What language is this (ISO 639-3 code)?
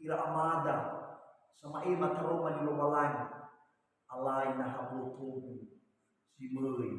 nia